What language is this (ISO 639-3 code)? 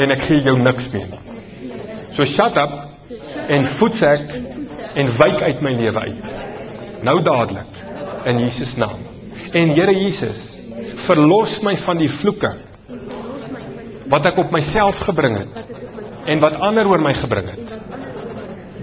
afr